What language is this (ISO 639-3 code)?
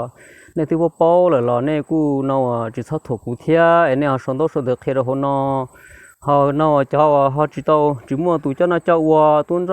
hmn